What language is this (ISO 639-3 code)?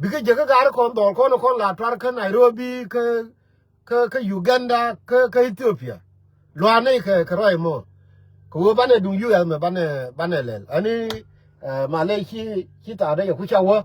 nus